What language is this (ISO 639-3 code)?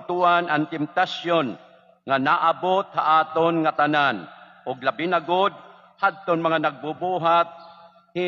war